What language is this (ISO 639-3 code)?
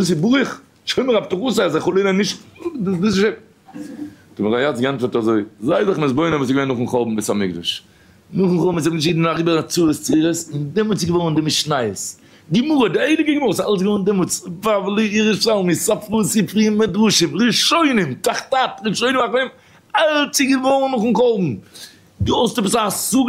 yid